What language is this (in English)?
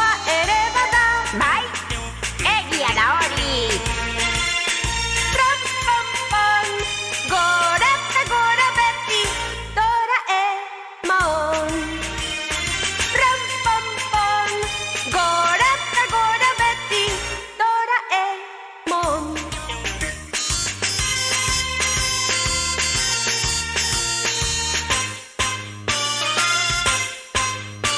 Basque